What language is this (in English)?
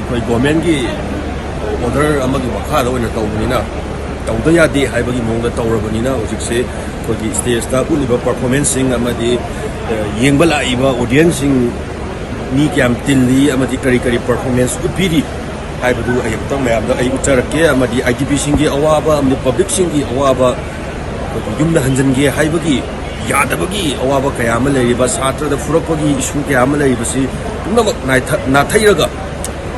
Manipuri